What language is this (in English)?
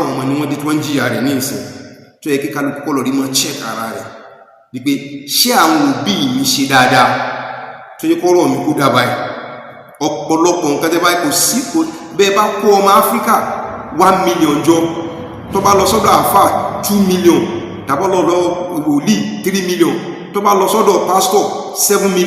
Yoruba